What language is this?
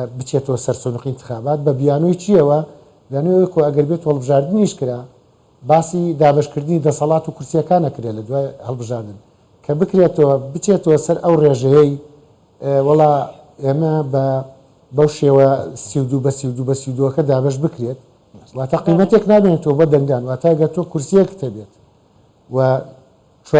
Central Kurdish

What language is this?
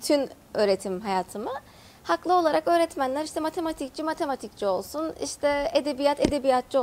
Turkish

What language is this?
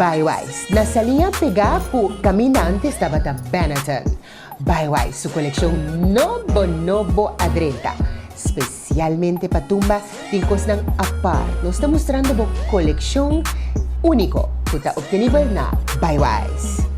Papiamento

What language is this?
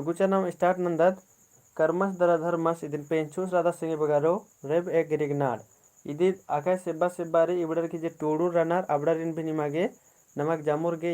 Kurukh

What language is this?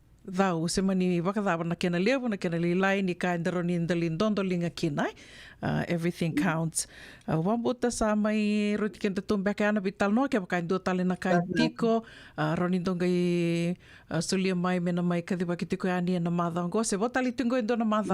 Fijian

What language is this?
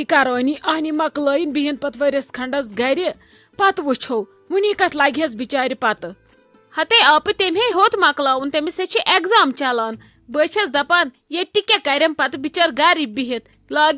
Kashmiri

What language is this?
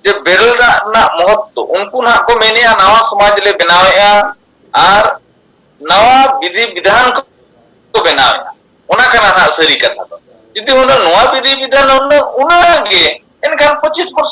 Santali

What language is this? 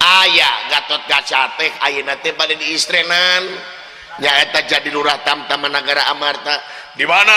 Sundanese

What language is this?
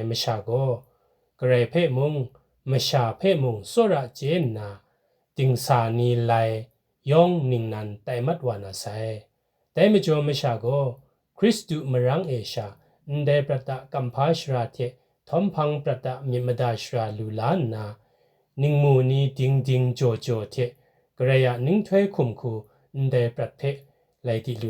Kachin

